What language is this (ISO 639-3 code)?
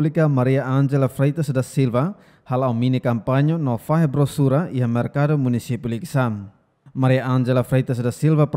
tet